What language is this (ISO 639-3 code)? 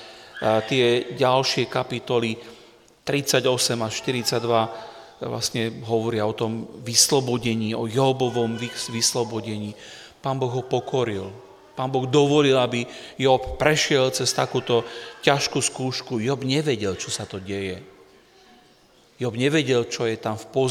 slk